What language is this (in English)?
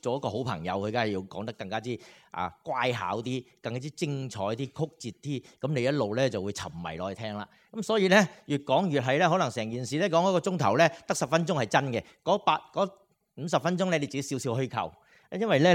Cantonese